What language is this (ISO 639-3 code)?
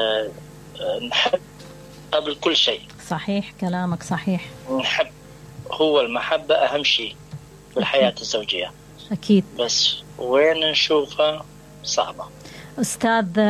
acm